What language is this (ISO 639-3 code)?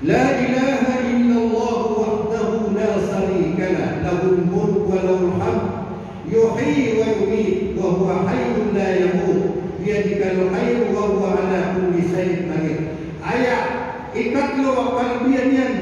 mrw